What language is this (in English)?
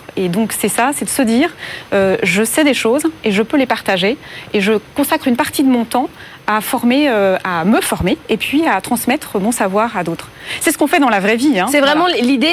French